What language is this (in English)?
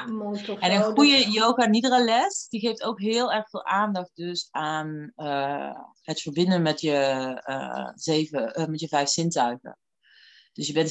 Dutch